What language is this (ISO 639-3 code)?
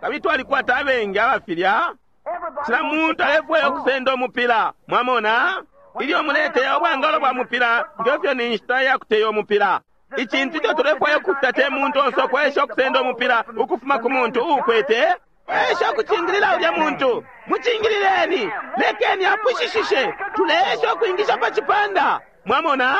bem